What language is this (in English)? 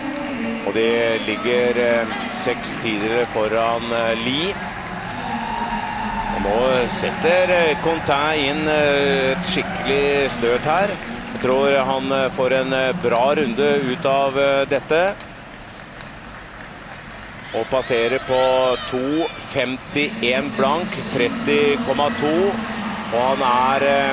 Norwegian